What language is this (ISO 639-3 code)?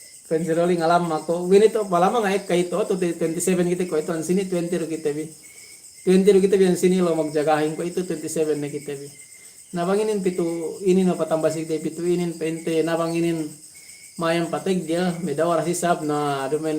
yka